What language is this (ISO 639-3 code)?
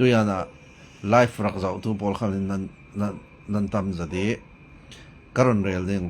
cfm